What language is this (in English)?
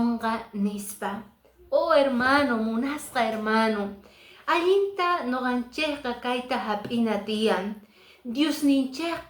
Quechua